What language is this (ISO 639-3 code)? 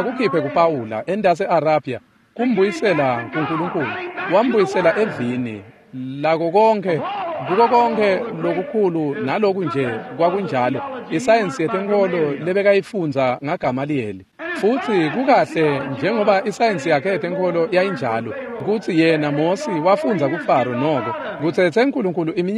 ssw